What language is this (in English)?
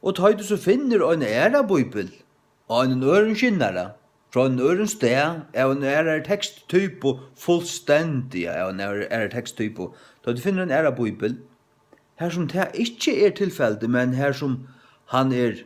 Faroese